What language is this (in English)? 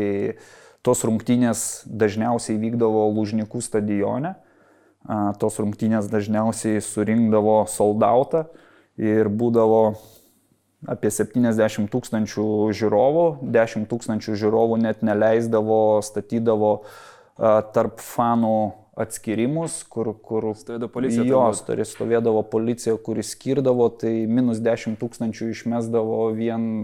Lithuanian